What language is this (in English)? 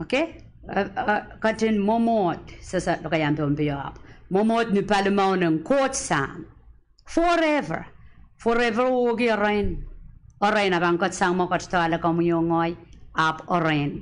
Pohnpeian